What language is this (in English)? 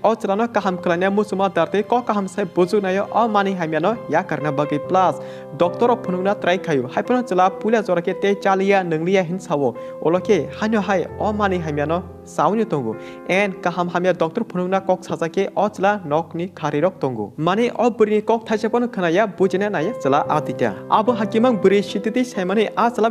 Kok Borok